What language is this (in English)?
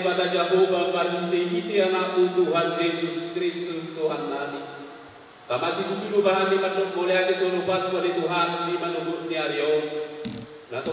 Batak Toba